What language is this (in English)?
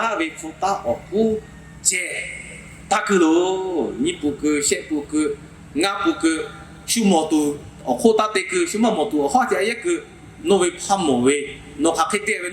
Lahu